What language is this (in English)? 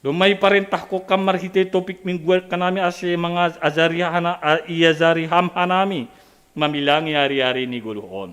Batak Simalungun